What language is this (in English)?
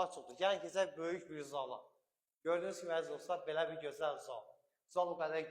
Azerbaijani